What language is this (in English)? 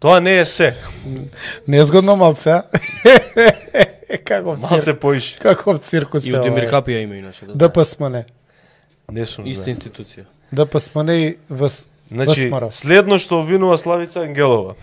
Macedonian